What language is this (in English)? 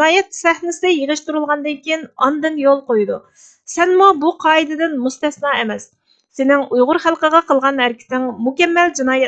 Uyghur